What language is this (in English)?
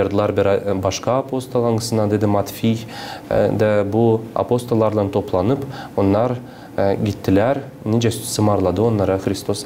Gagauz